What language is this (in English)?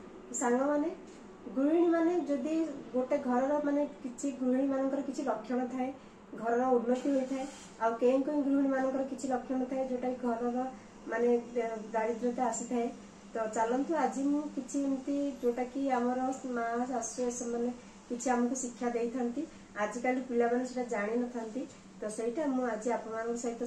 Odia